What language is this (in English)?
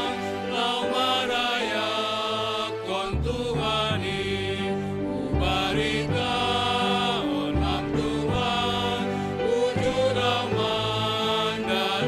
Batak Simalungun